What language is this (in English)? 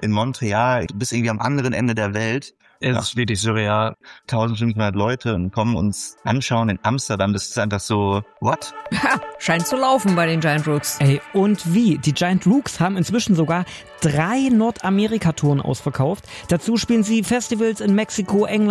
German